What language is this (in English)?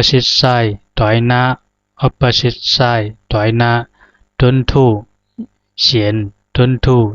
Zhuang